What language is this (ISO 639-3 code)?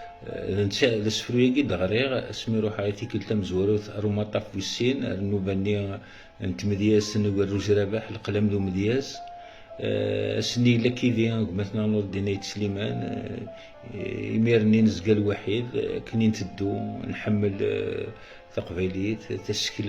kab